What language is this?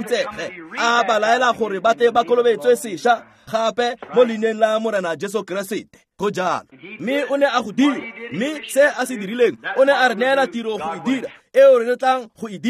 Tswana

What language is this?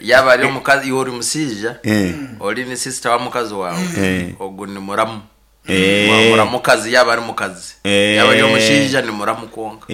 Nyankole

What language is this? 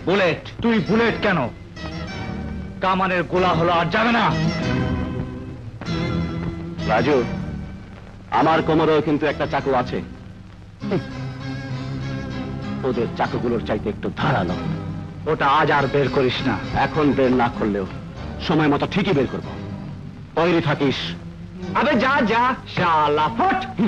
Bangla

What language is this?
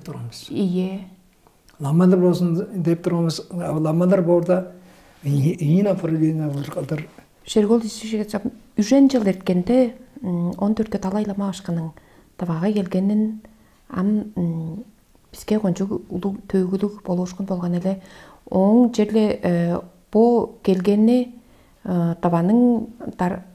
Tuvinian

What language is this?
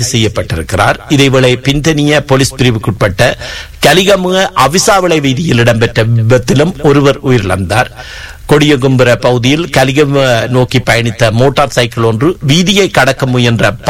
Tamil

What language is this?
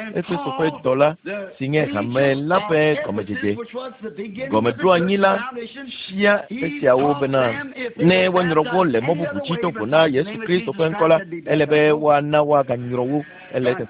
Ewe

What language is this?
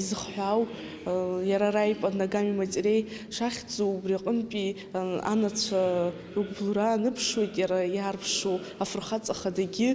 Abkhazian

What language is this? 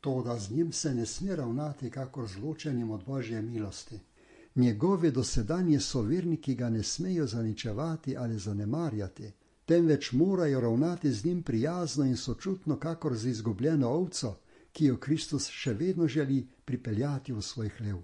Slovenian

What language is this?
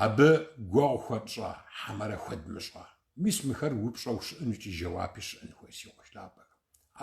Kabardian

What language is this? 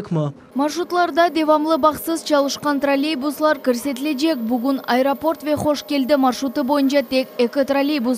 Crimean Tatar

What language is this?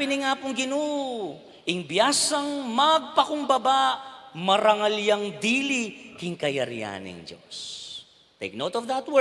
Pampanga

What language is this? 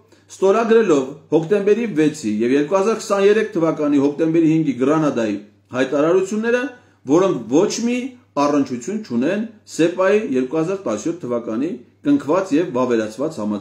Armenian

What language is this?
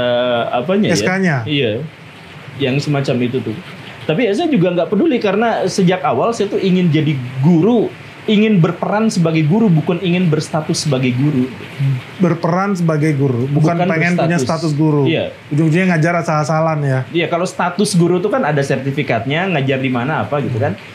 Indonesian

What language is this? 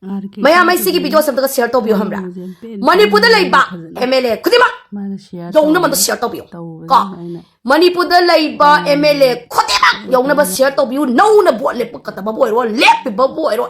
Manipuri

